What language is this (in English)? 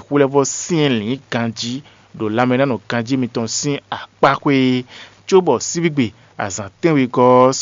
Fon